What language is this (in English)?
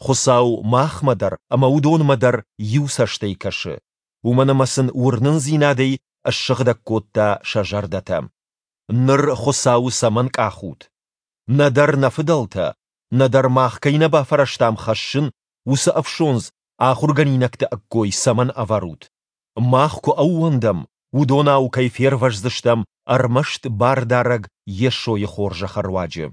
Ossetic